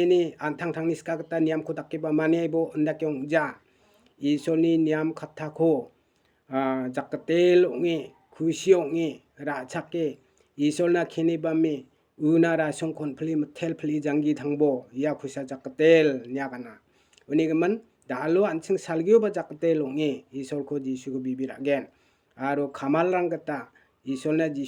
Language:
Garo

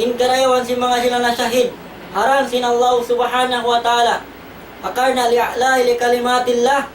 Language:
Tausug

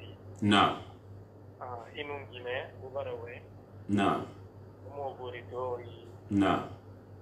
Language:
Susu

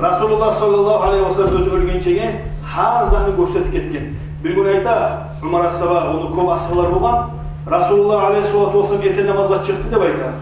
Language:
Kumyk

